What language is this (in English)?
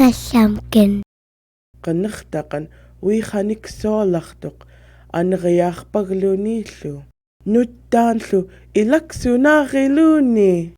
Central Yupik